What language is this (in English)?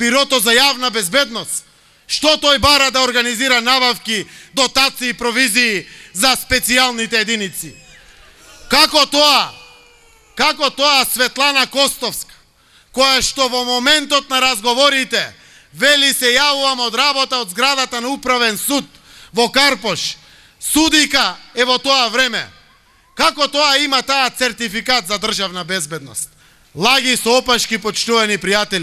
Macedonian